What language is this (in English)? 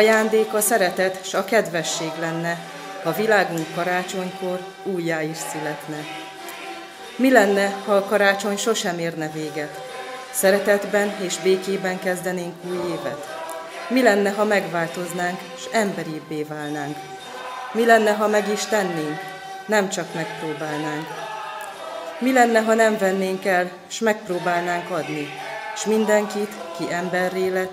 Hungarian